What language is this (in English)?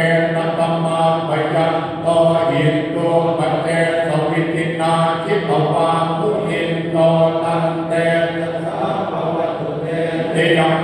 Pali